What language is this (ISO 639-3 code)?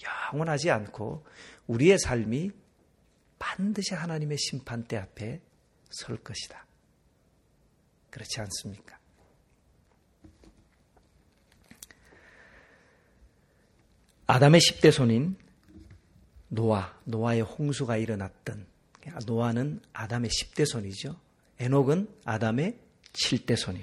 kor